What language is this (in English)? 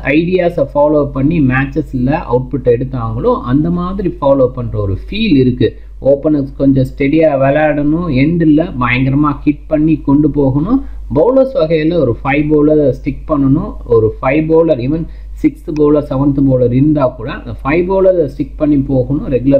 Tamil